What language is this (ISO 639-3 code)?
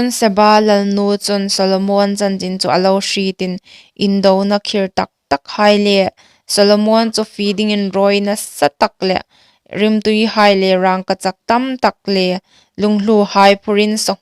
hmr